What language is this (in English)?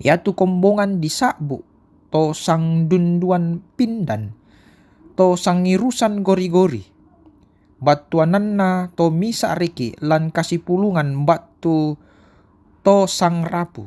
Toraja-Sa'dan